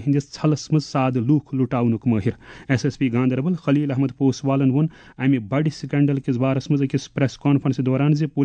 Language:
Kashmiri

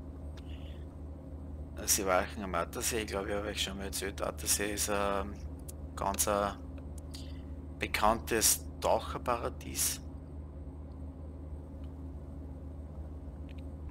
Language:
German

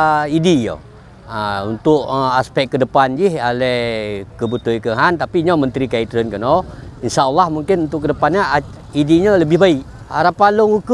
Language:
Achinese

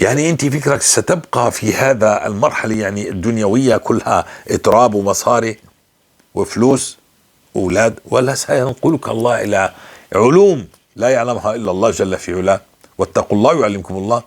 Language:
North Levantine Arabic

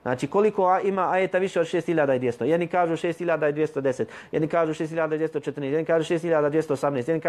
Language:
Bosnian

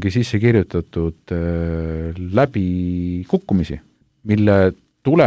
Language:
Estonian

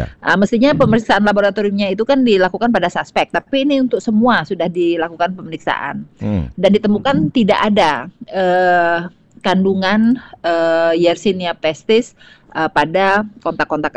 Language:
Indonesian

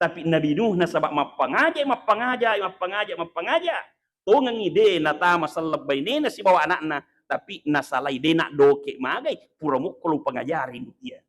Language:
Buginese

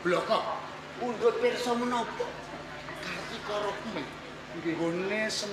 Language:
Javanese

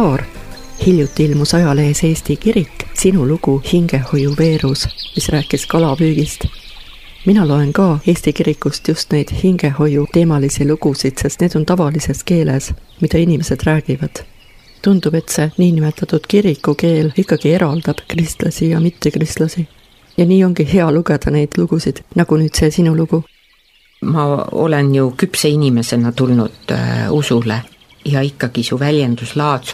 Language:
Estonian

